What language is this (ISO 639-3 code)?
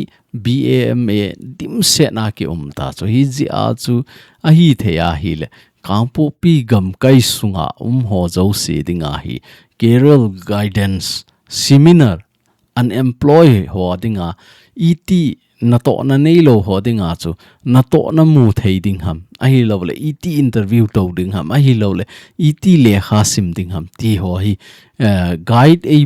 tcz